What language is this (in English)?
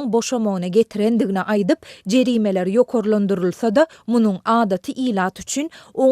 Turkmen